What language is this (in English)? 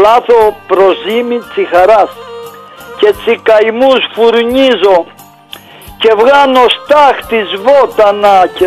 Greek